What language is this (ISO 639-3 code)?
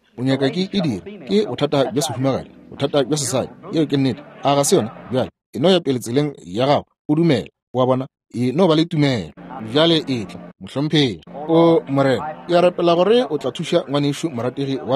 nso